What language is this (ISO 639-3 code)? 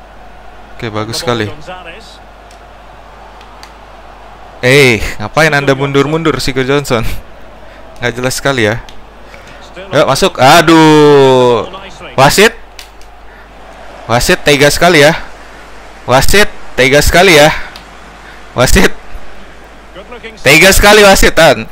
ind